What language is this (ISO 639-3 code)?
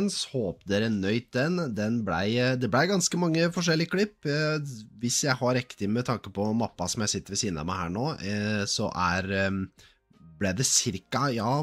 nor